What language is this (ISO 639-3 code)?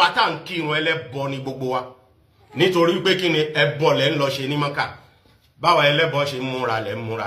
yor